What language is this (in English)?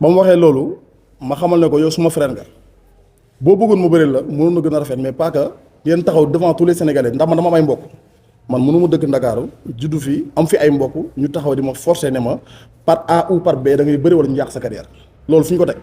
Wolof